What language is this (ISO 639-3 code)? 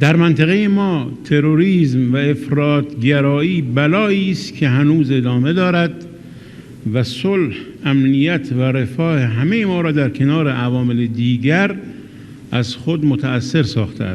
pus